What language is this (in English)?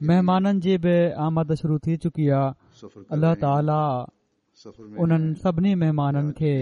Sindhi